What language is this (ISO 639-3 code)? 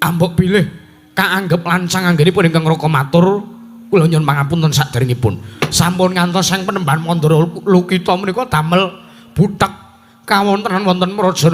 jav